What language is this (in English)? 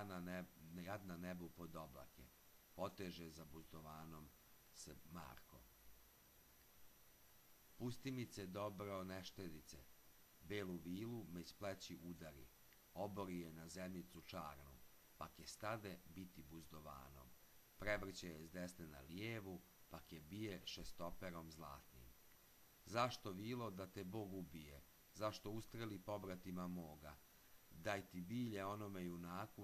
Serbian